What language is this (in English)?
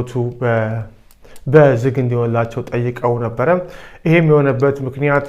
Amharic